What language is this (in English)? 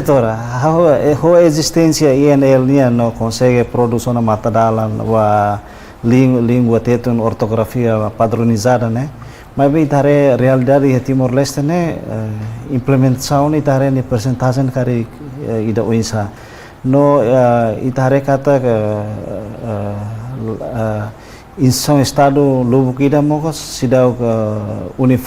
Tetum